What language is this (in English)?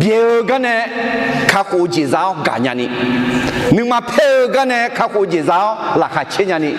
Akha